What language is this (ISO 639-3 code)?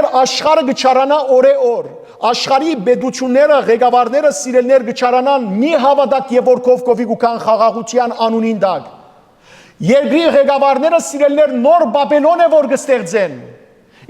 hyw